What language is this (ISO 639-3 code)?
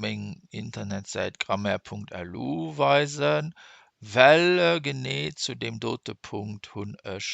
ltz